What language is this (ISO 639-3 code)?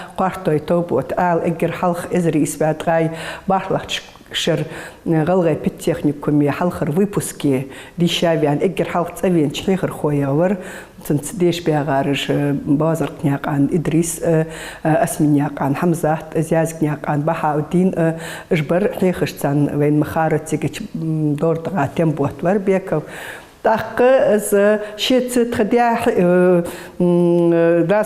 inh